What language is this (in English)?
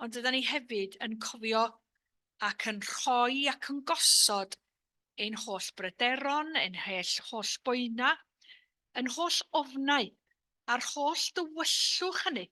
Welsh